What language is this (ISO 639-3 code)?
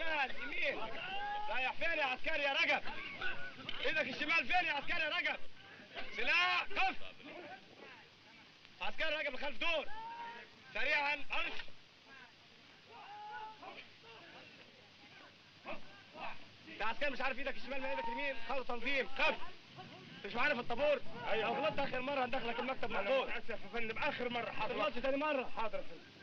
arz